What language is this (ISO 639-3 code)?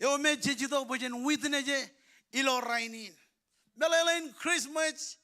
mah